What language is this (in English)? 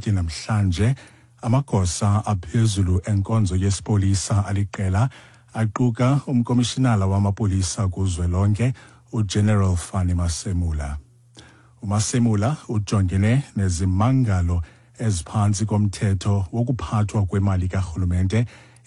Xhosa